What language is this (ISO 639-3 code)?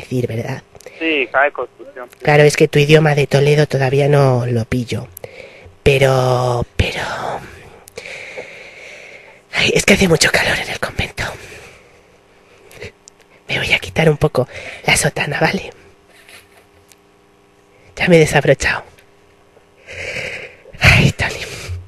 spa